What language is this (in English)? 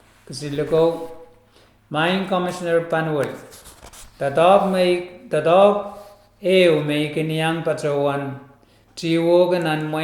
Pohnpeian